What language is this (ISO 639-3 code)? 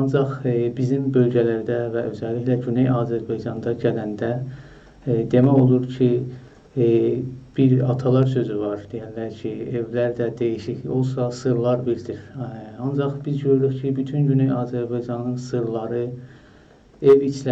azb